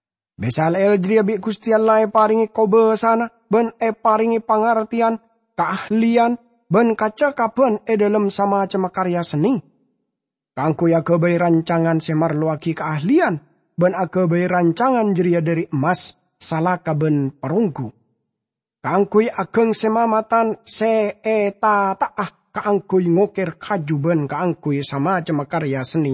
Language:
Madurese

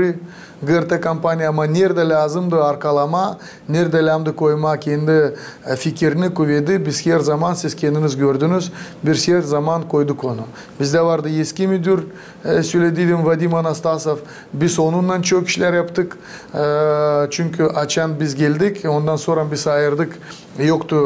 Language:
Gagauz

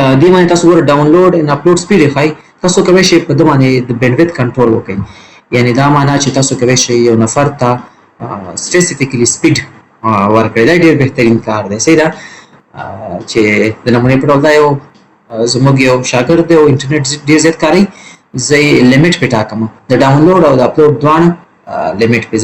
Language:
Pashto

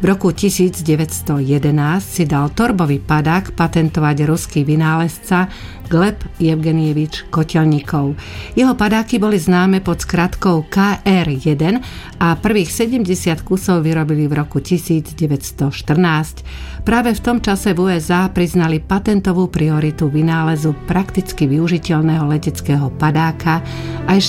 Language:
Slovak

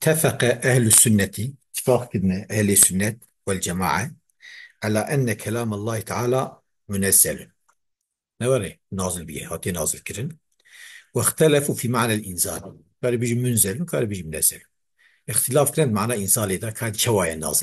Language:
Kurdish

